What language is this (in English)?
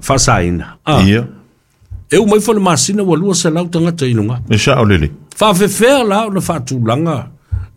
Samoan